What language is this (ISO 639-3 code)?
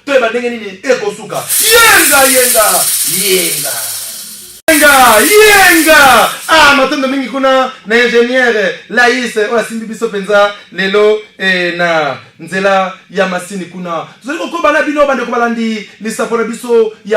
lin